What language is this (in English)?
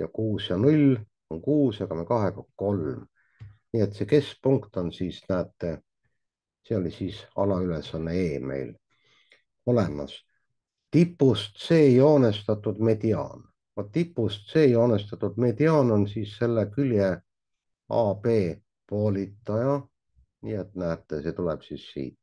Estonian